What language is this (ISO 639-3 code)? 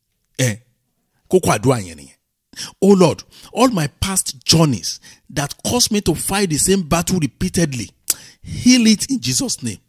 yor